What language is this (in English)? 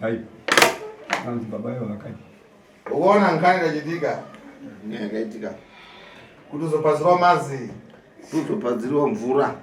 Shona